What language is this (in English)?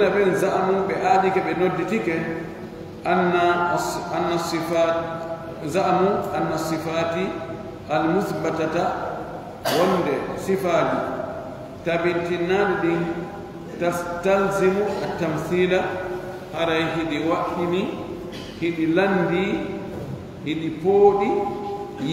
Pular